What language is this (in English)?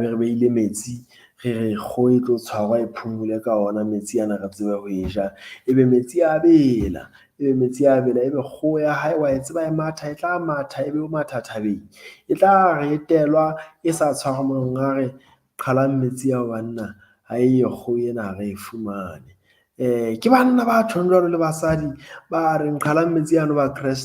Southern Sotho